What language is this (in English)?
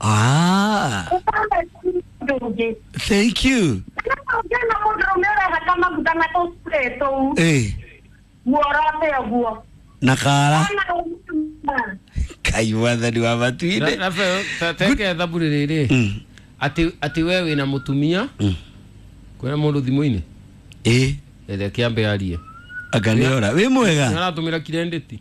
Kikuyu